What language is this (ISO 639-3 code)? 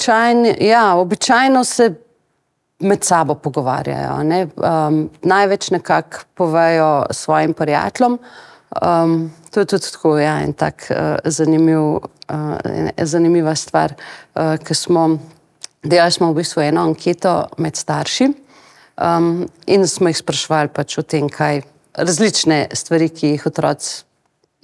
slv